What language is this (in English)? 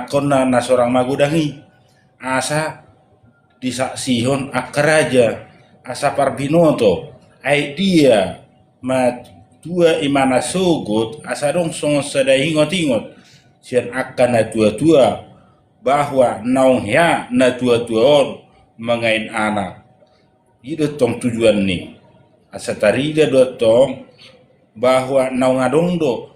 Batak Toba